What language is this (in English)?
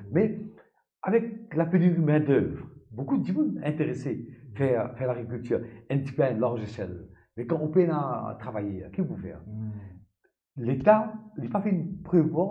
Morisyen